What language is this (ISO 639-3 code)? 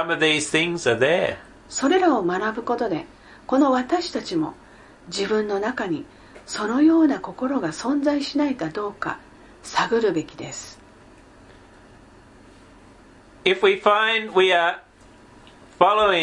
jpn